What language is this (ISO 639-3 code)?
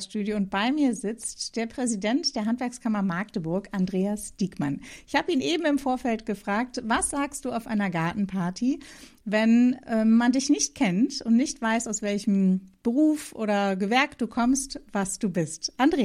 deu